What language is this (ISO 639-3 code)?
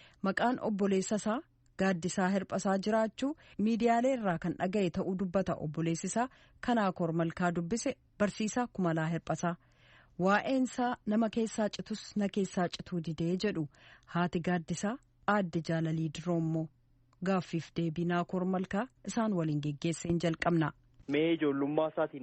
orm